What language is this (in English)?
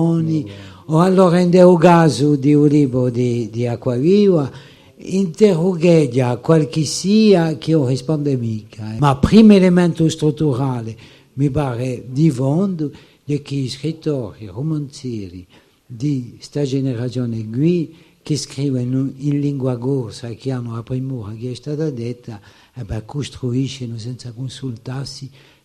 Corsican